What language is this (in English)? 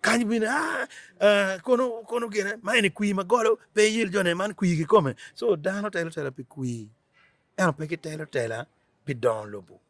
Acoli